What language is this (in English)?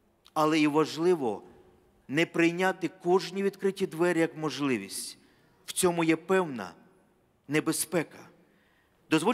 Ukrainian